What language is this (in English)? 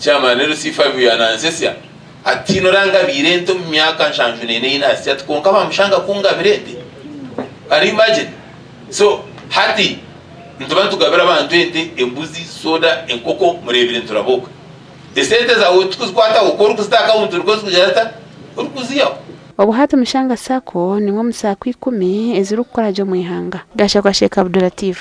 Nyankole